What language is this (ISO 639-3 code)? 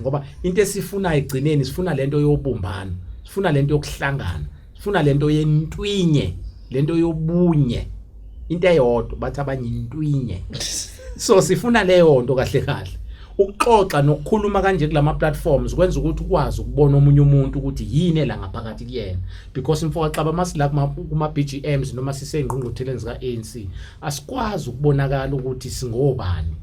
zul